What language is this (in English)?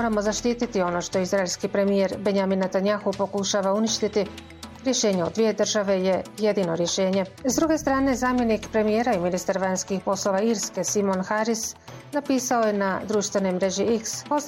Bosnian